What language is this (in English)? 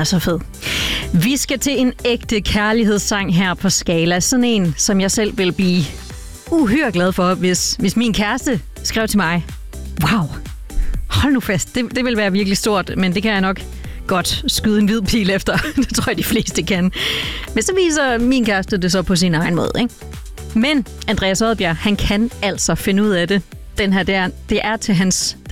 Danish